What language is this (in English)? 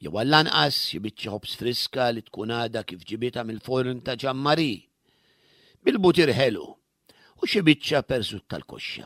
Maltese